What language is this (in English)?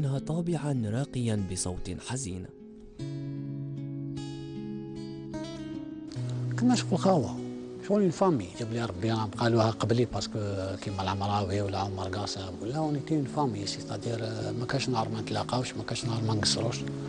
Algerian Arabic